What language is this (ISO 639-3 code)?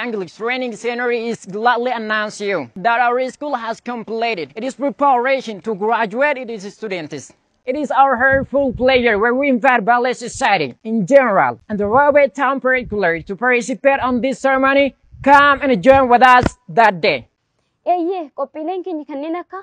eng